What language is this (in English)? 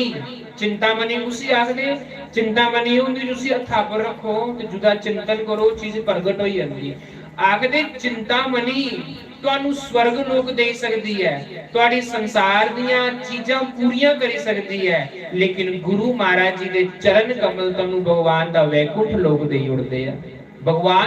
Dogri